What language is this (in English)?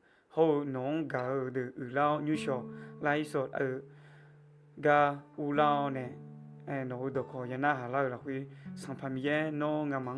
Akha